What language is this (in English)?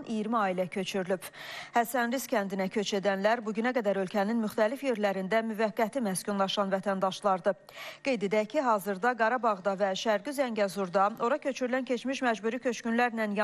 Azerbaijani